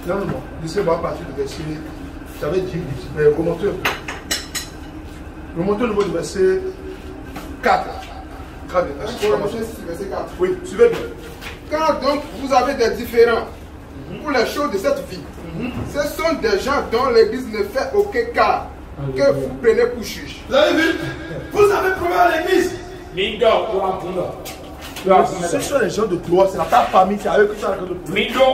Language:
French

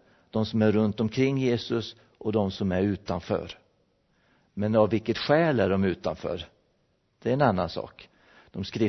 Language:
Swedish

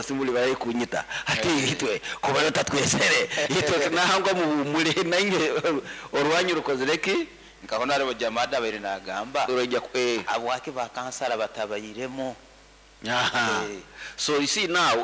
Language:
Nyoro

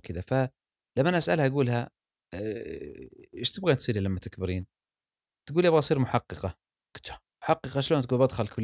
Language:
Gulf Arabic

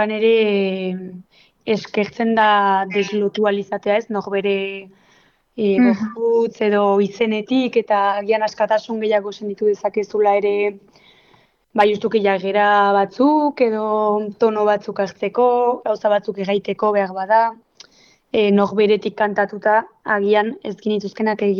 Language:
Basque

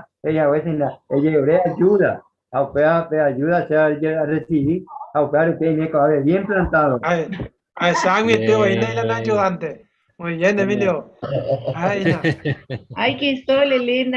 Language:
Guarani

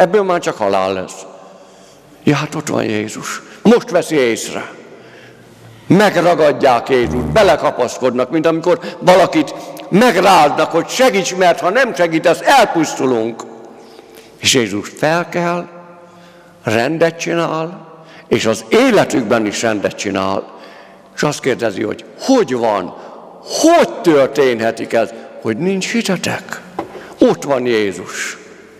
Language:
Hungarian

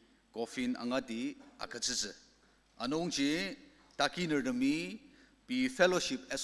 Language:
Ao Naga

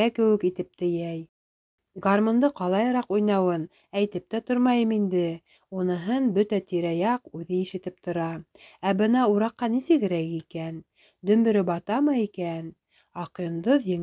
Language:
Bashkir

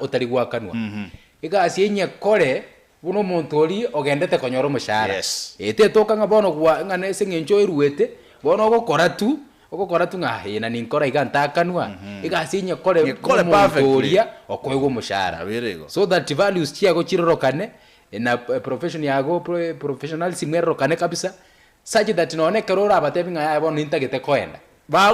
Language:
Gusii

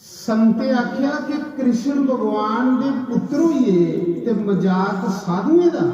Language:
Dogri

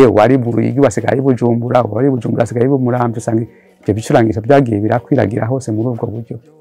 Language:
Rundi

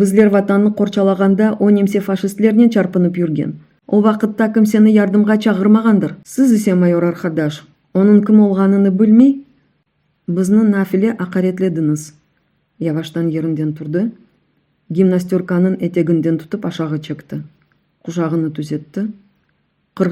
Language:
Crimean Tatar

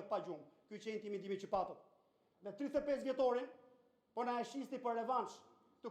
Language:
Albanian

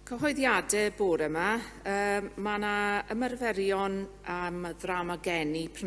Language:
Welsh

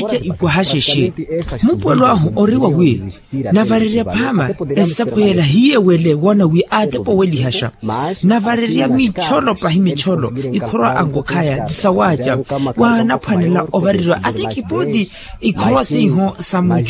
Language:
Makhuwa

